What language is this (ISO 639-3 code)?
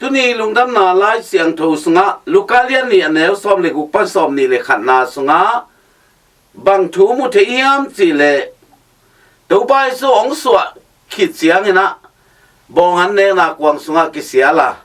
ctd